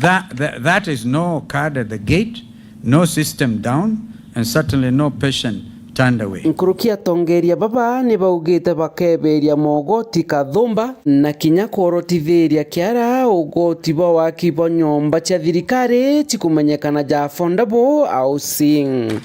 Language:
Meru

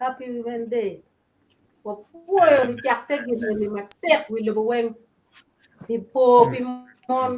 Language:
Acoli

